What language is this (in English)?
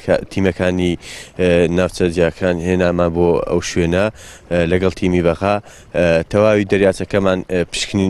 Central Kurdish